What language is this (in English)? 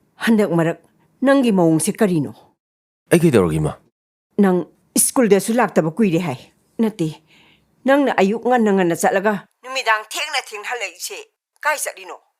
Manipuri